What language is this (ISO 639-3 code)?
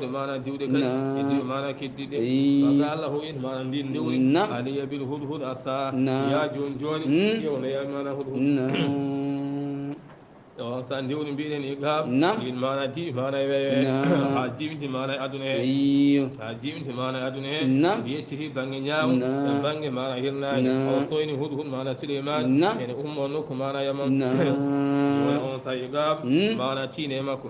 ful